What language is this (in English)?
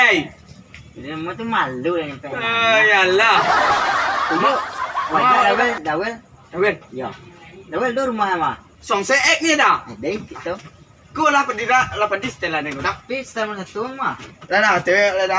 Minangkabau